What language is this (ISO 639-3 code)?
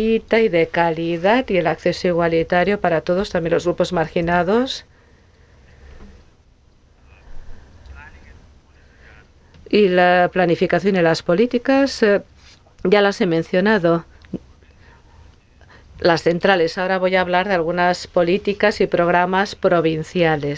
spa